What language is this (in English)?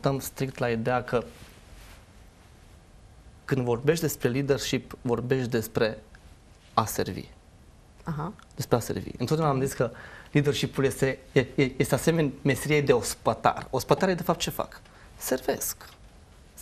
Romanian